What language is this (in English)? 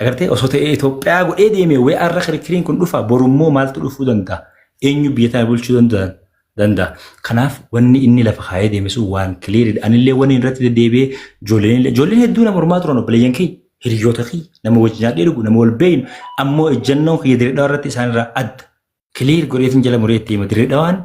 Oromo